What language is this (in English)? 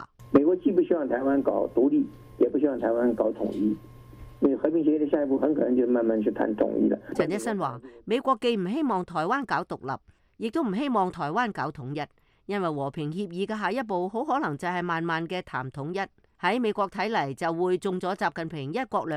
Cantonese